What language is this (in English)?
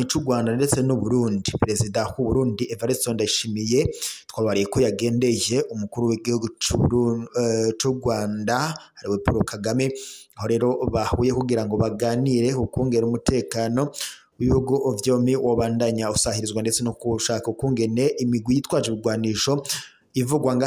Rundi